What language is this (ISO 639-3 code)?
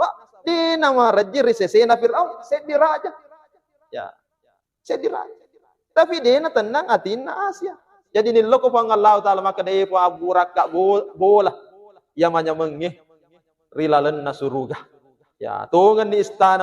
bug